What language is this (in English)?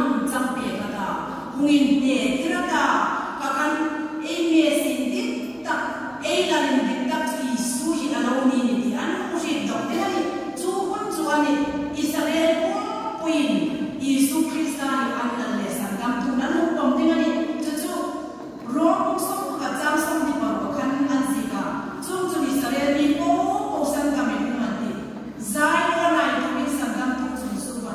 Hmar